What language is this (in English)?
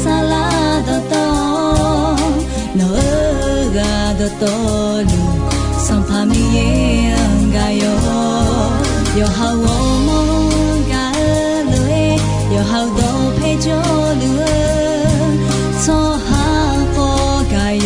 Akha